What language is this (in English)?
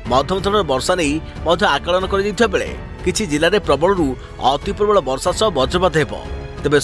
Odia